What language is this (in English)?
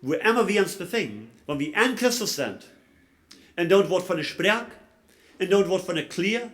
Plautdietsch